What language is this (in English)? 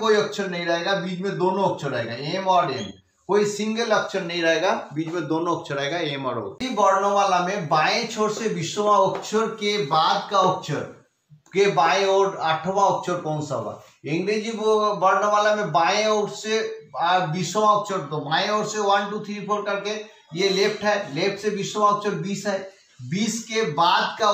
Hindi